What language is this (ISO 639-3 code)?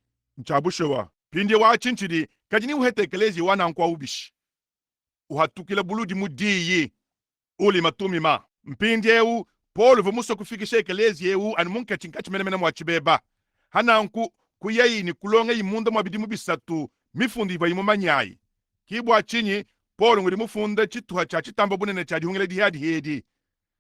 lua